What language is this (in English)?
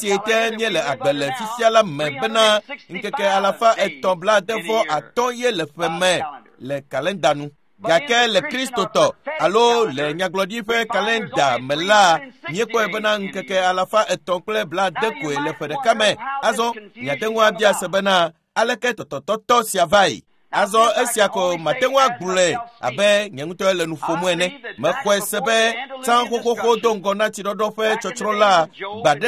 Ewe